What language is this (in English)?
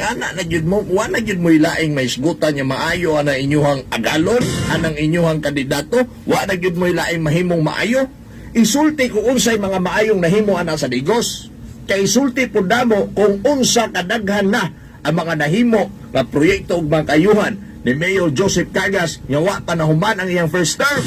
Cebuano